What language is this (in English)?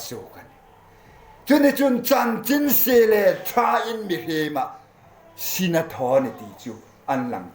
Hmar